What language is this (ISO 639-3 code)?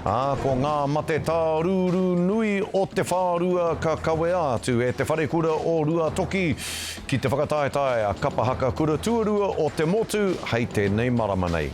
mri